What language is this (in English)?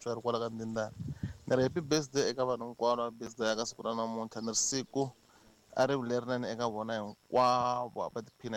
Tsonga